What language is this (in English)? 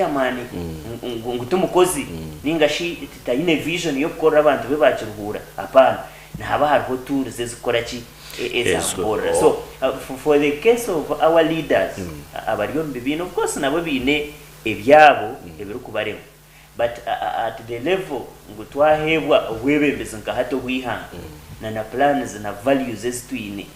Nyankole